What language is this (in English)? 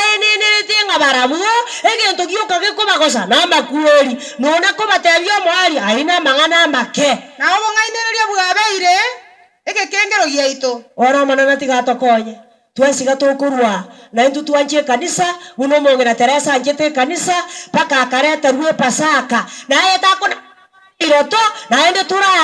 Gusii